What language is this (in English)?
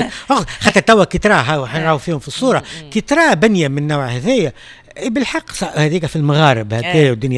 Tunisian Arabic